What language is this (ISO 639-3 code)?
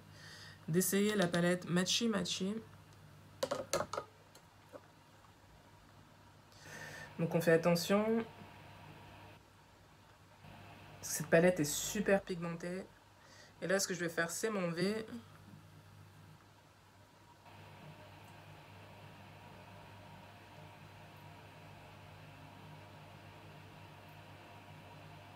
fra